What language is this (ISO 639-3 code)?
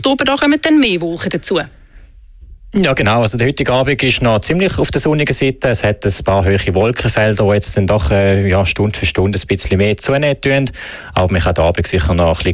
deu